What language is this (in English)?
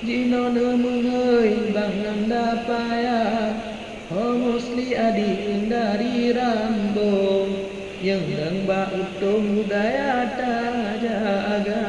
Achinese